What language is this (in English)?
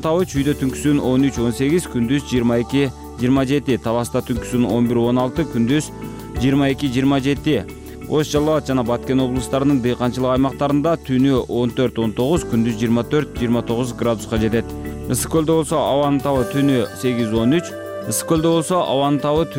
Kyrgyz